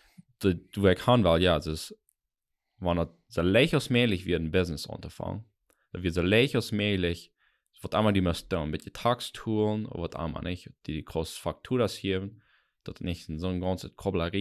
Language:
Plautdietsch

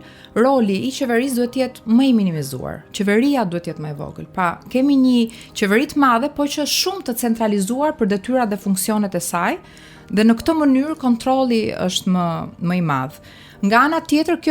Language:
Albanian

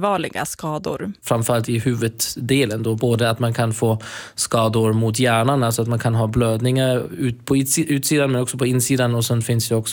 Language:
Swedish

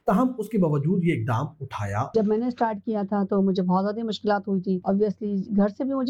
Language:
Urdu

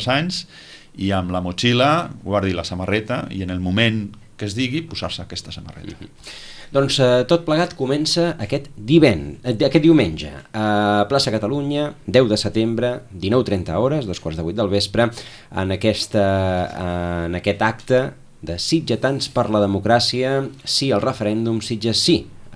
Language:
Catalan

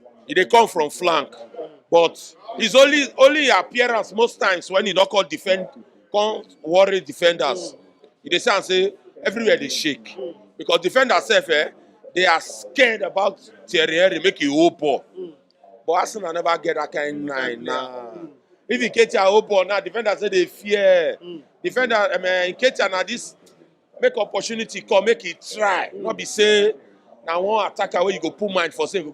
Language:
Nigerian Pidgin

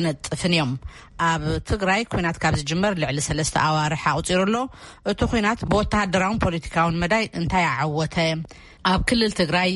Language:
Tigrinya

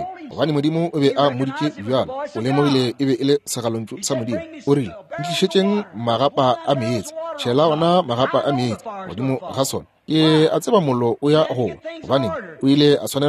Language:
Northern Sotho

